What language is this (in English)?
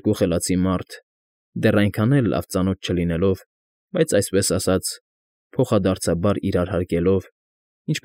Armenian